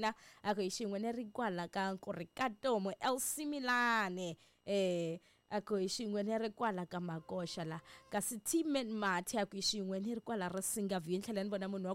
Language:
Tsonga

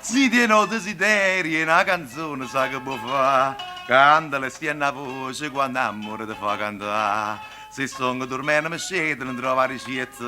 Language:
Neapolitan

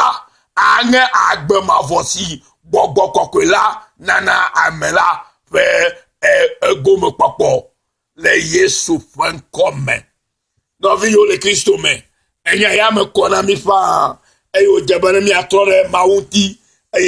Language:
Ewe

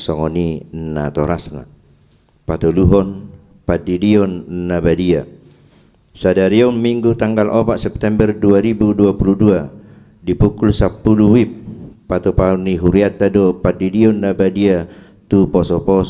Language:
Batak Toba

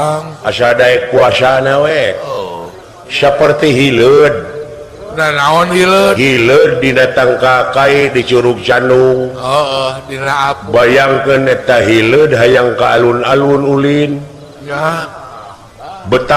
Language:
Sundanese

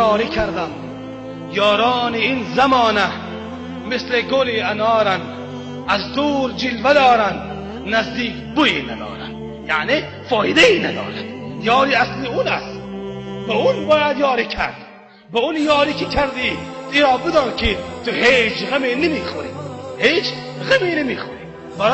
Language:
Tajik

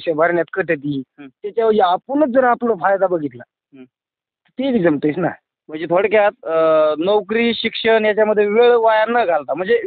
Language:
Marathi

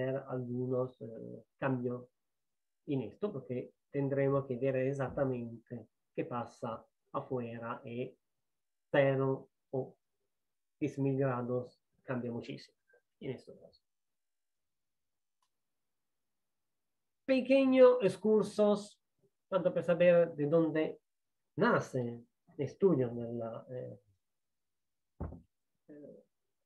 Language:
Spanish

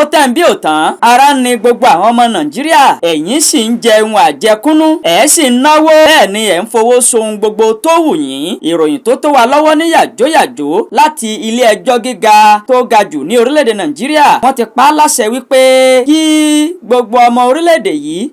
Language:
Yoruba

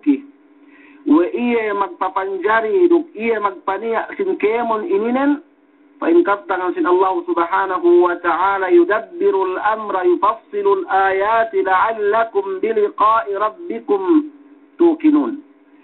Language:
Yakan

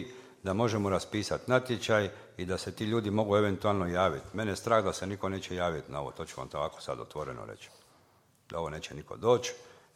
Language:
Croatian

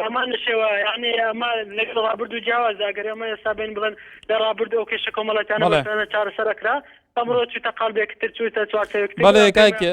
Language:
Central Kurdish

